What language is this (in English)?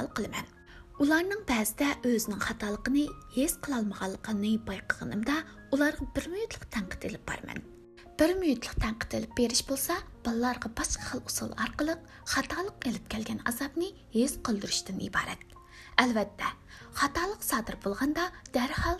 Uyghur